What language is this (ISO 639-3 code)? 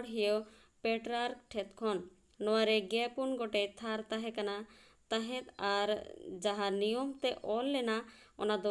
sat